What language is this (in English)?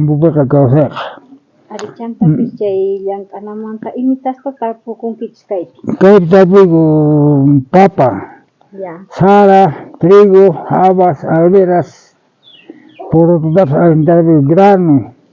South Bolivian Quechua